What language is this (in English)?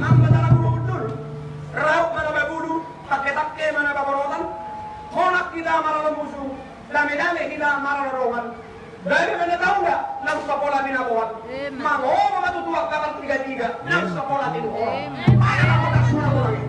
Batak Toba